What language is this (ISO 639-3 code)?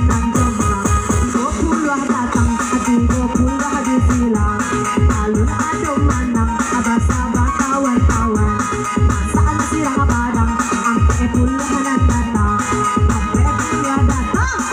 min